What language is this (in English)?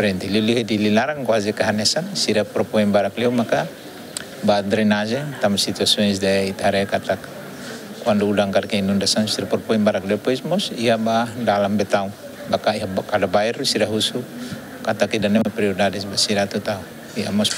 Tetum